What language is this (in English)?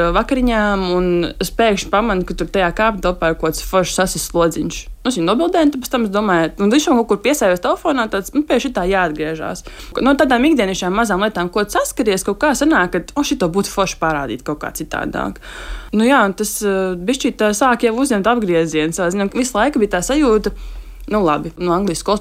Latvian